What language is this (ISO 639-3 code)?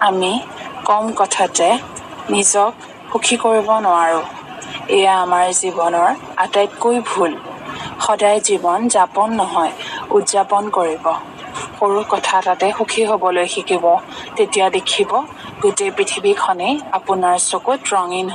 asm